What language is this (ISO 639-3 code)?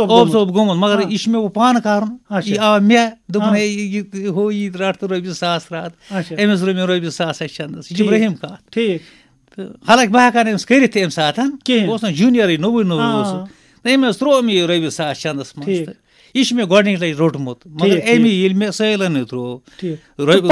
kas